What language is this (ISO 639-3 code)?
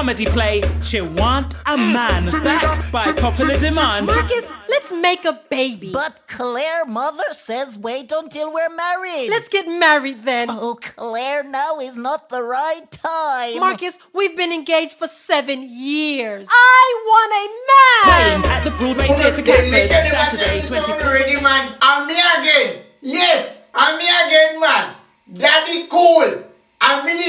jam